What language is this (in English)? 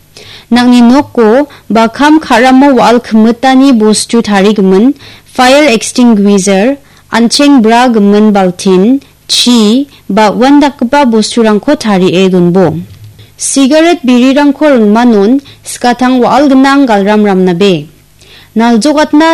Garo